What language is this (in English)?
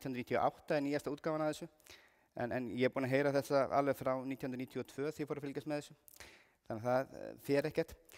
Icelandic